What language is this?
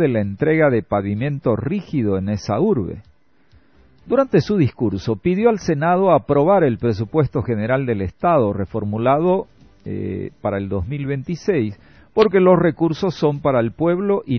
Spanish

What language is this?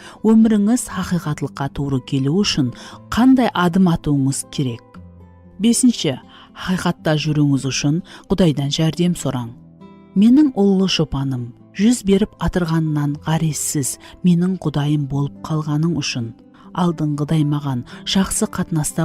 Kara-Kalpak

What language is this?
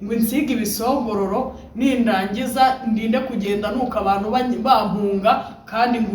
Kinyarwanda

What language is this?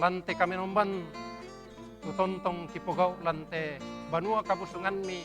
Toraja-Sa'dan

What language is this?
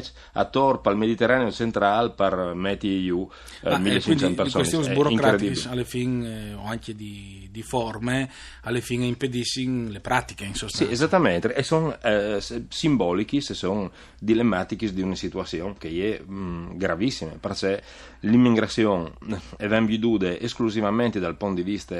Friulian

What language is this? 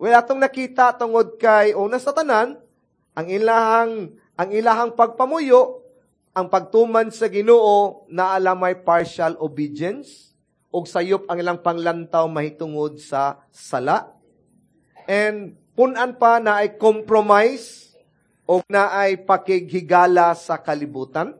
Cebuano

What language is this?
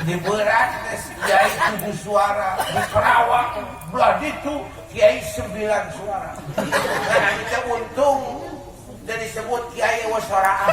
Sundanese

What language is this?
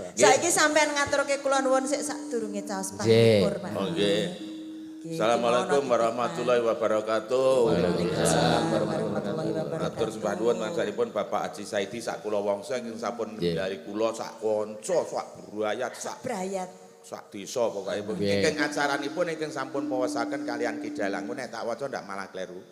Javanese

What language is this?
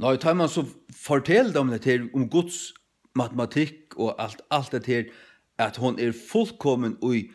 Faroese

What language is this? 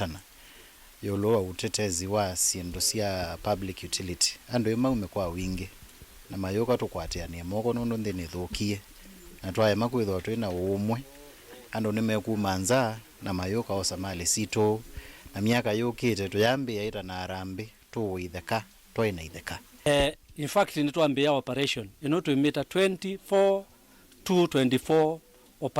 Kamba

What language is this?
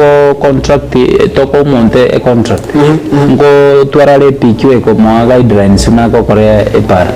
Gusii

